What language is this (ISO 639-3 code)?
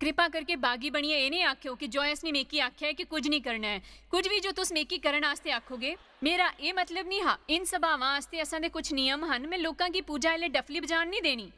doi